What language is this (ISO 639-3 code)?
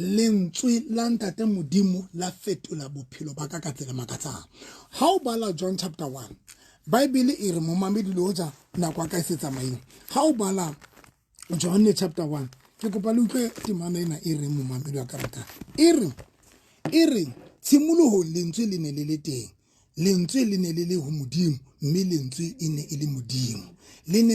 sot